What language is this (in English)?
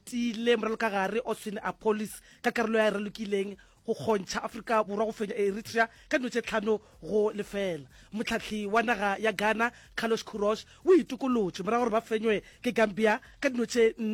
Northern Sotho